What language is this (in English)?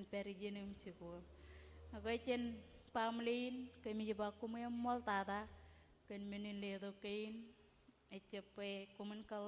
Marshallese